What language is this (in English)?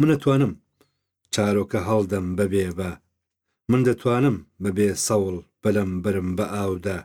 Central Kurdish